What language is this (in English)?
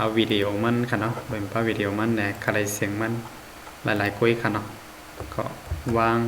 Shan